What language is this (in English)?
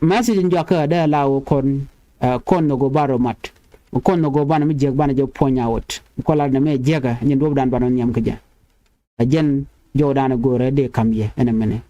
Nuer